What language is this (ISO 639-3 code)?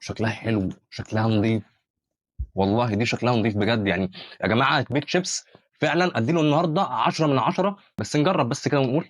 arz